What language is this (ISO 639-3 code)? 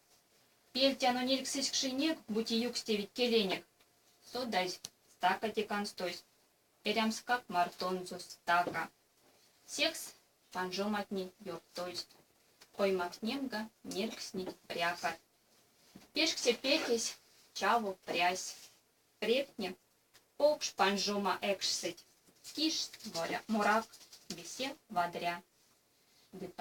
myv